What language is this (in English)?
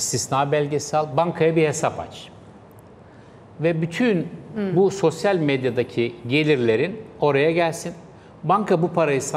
Turkish